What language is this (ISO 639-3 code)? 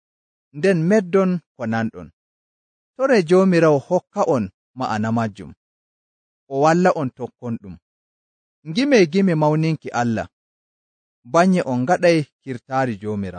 fuv